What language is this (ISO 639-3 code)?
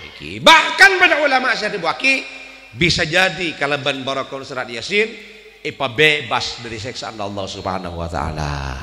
mad